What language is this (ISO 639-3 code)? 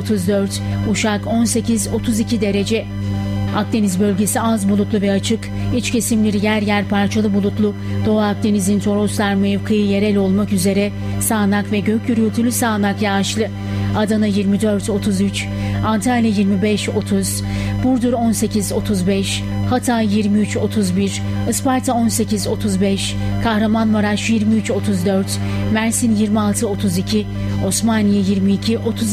tur